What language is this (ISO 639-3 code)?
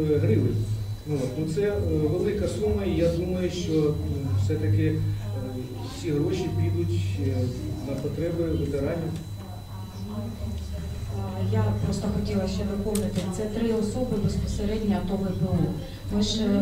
ukr